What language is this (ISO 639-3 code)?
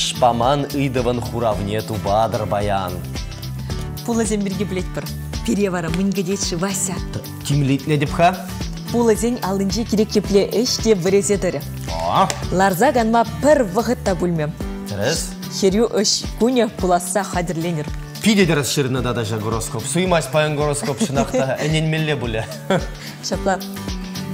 chv